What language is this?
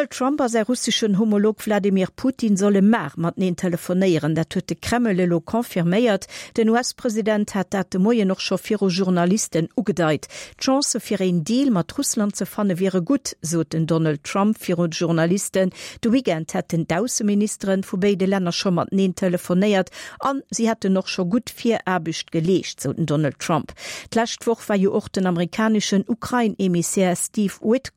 Luxembourgish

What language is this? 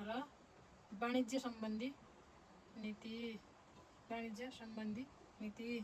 Nepali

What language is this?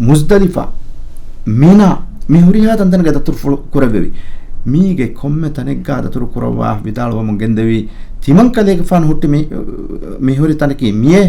Divehi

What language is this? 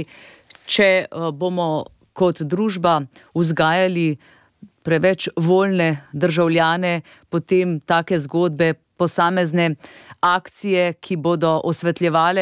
Slovenian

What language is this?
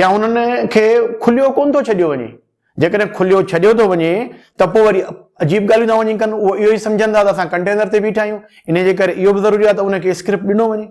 Sindhi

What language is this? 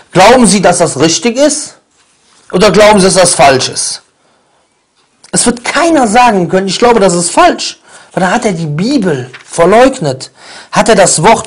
German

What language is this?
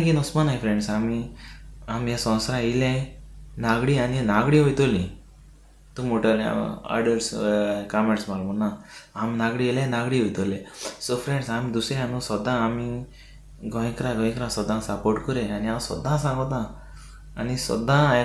Konkani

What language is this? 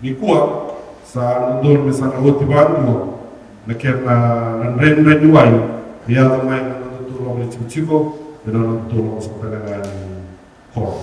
Fijian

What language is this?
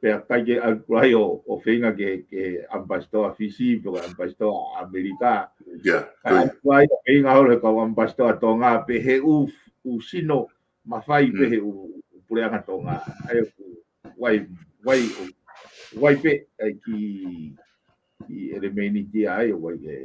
Tongan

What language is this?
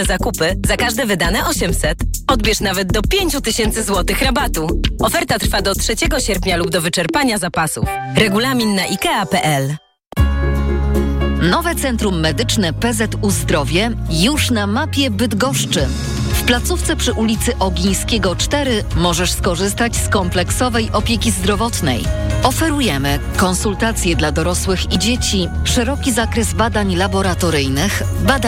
Polish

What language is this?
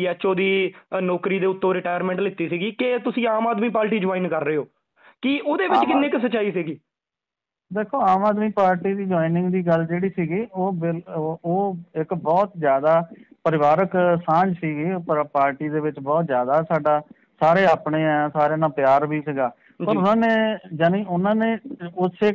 Punjabi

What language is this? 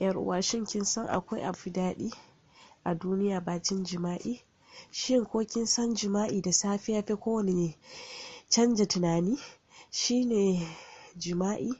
Hausa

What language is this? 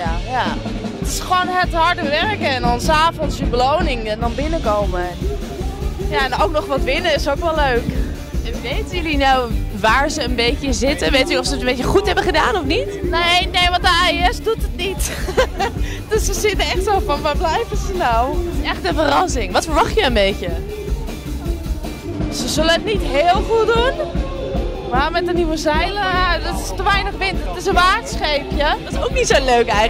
Dutch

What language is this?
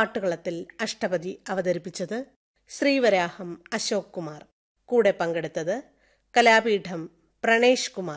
Malayalam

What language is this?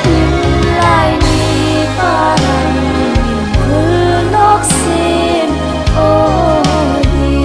Hmar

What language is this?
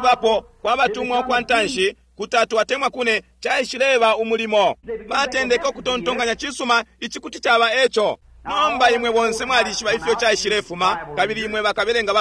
Bemba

